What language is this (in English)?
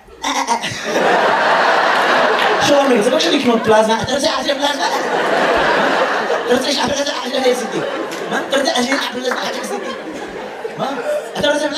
Hebrew